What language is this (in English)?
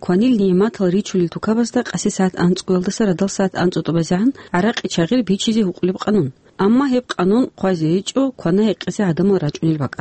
Avaric